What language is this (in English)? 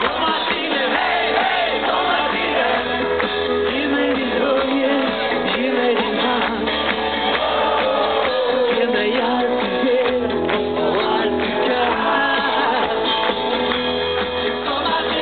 Swedish